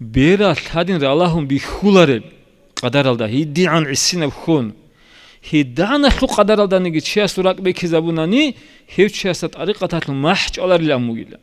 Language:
Avaric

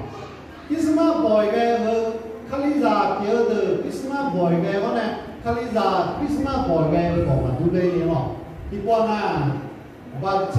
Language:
Akha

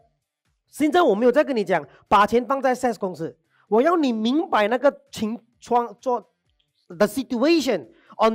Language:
Chinese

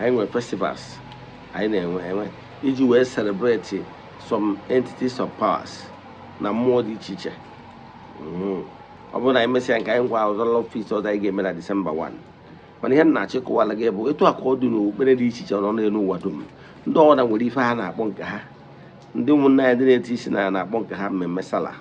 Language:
Igbo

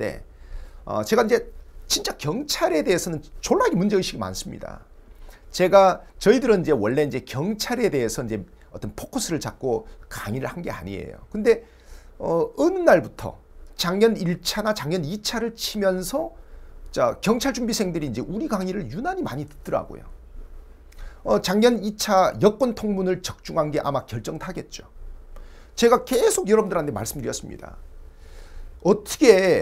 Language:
Korean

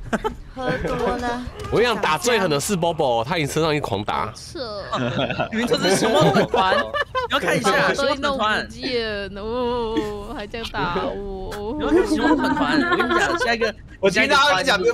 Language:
Chinese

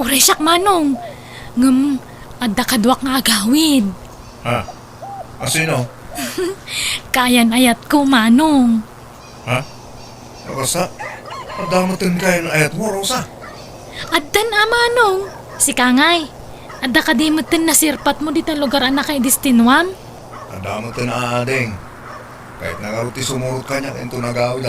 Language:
Iloko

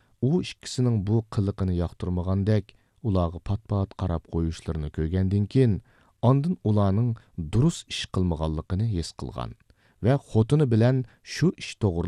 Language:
Uyghur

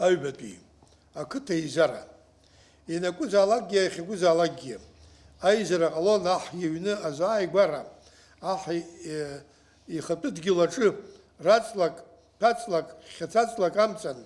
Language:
Abkhazian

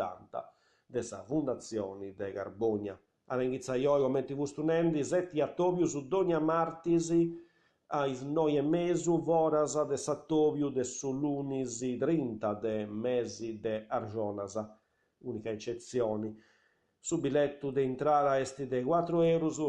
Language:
Sardinian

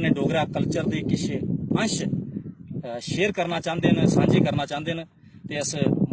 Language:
Dogri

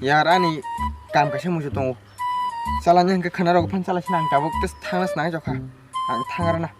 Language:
Kok Borok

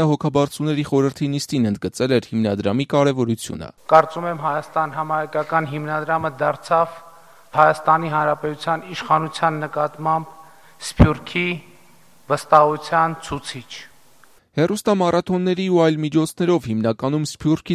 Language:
Armenian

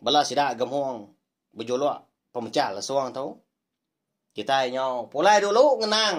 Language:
Iban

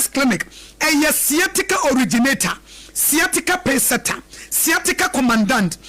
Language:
Akan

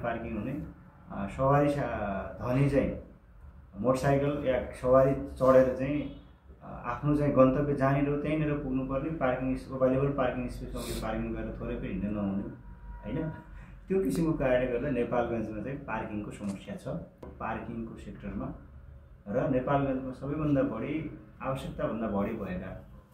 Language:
Nepali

